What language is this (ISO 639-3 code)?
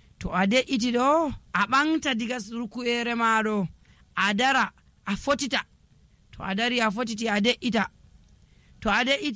fuv